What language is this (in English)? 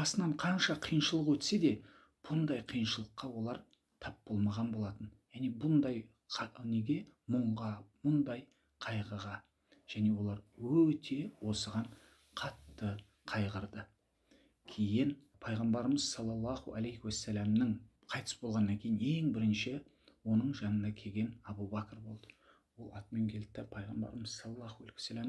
Kazakh